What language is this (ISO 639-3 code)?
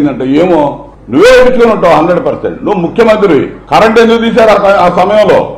tel